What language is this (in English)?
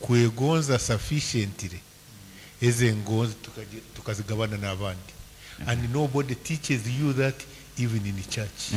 Nyankole